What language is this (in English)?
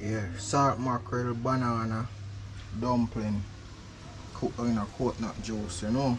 Jamaican Creole English